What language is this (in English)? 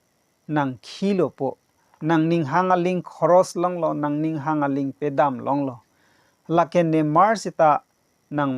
Karbi